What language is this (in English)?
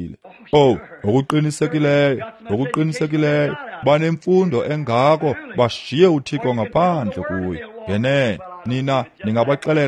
Xhosa